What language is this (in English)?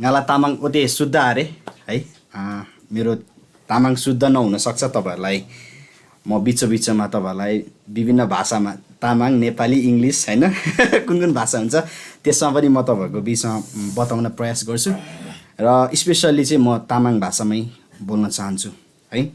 Eastern Tamang